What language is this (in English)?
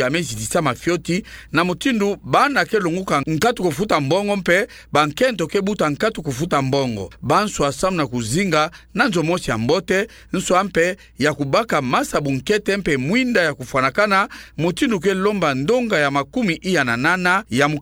Kituba (Democratic Republic of Congo)